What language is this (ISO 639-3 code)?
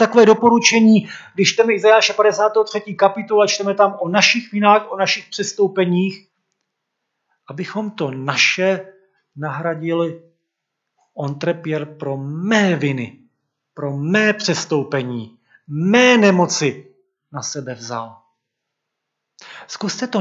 ces